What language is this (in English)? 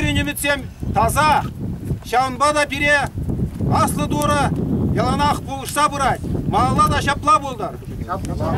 Chuvash